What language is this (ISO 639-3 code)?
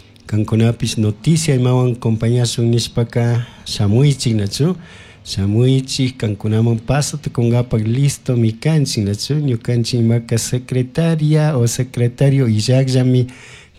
qug